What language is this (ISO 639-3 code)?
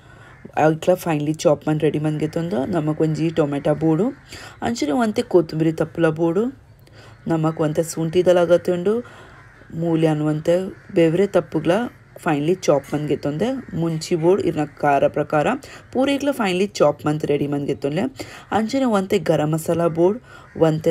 tcy